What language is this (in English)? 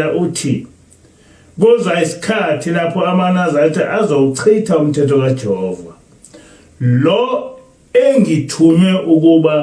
Zulu